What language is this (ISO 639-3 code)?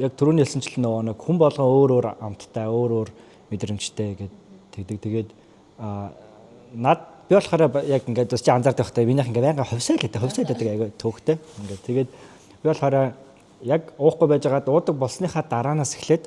mon